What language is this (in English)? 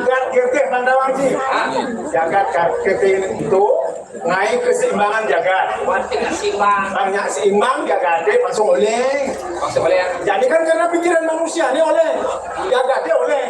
Balinese